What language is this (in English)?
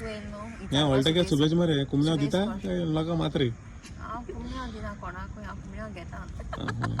Konkani